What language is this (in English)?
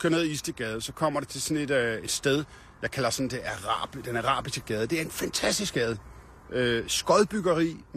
Danish